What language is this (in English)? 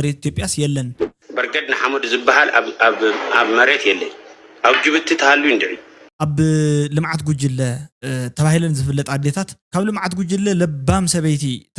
Tigrinya